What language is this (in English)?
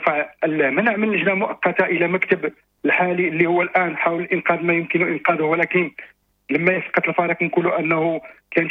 Moroccan Arabic